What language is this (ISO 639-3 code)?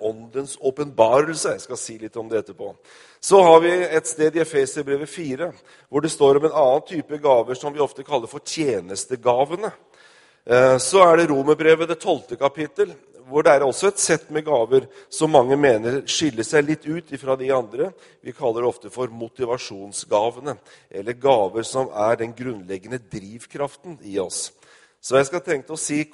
nor